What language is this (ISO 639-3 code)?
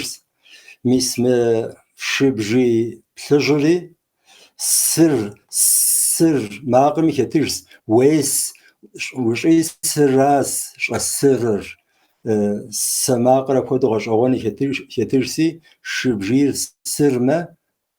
kbd